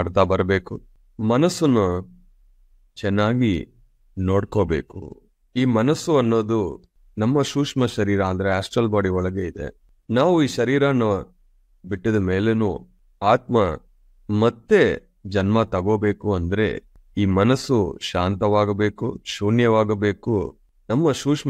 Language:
Kannada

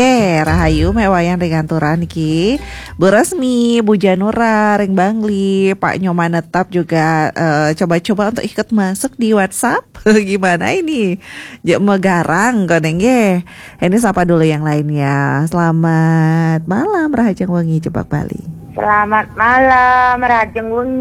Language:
Balinese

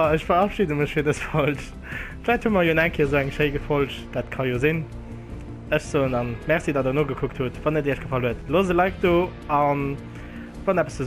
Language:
Luxembourgish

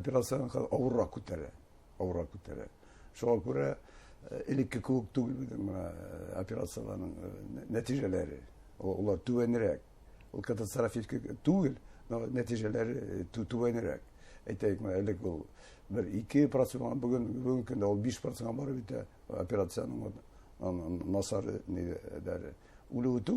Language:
Bashkir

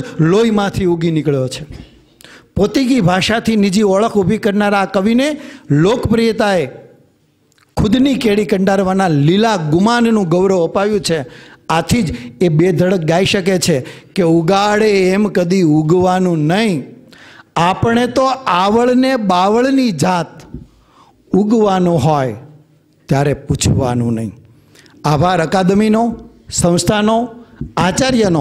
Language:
Gujarati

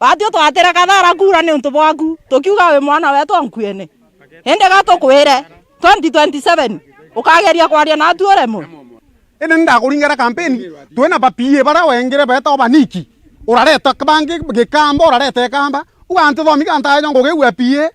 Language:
Meru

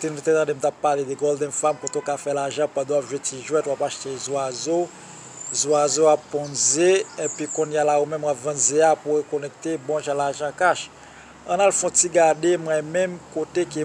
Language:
Haitian Creole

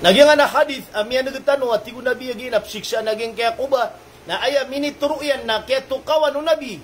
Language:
Maranao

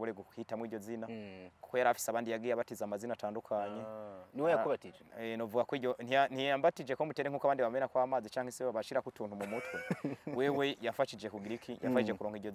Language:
Rundi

